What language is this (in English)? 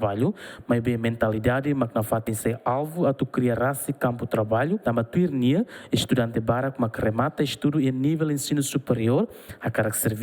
Tetum